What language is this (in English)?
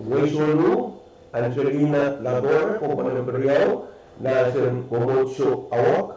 Pohnpeian